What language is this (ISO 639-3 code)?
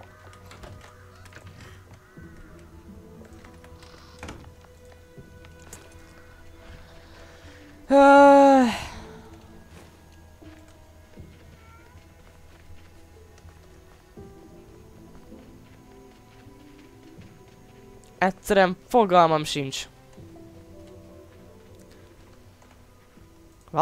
hun